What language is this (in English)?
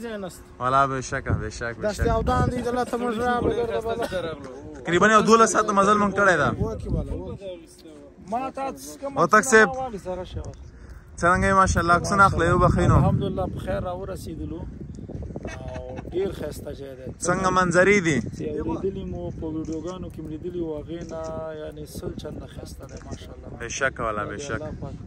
Pashto